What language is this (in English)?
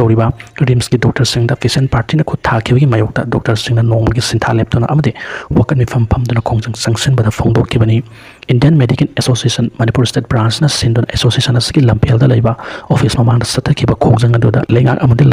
Manipuri